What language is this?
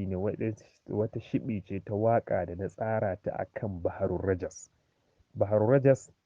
Hausa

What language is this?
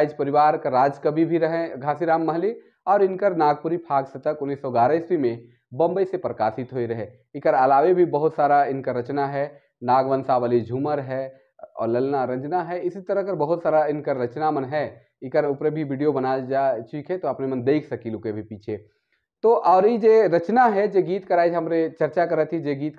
Sadri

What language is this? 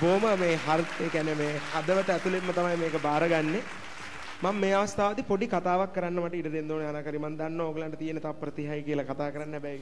Sinhala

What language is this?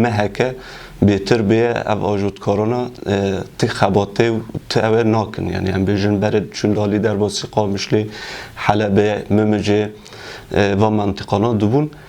Kurdish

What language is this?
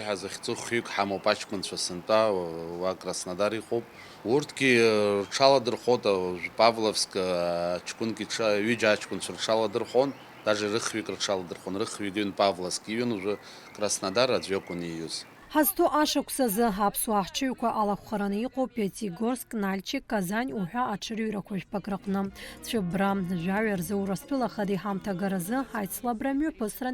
Abkhazian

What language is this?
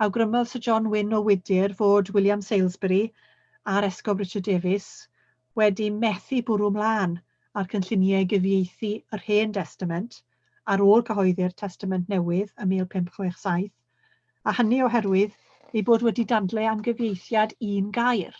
Welsh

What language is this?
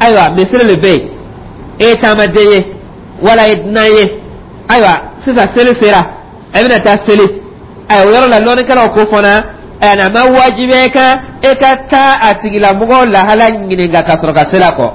Dyula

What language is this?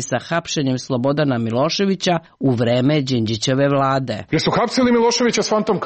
Serbian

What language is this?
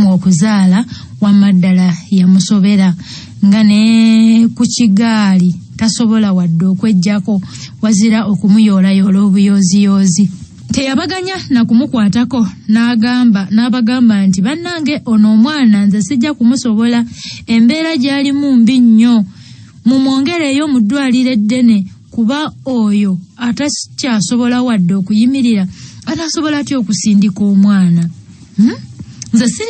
Ganda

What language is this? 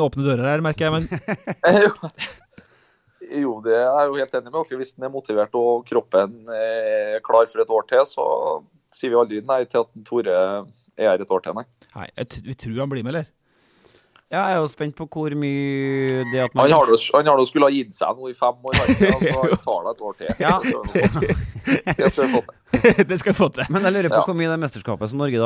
Norwegian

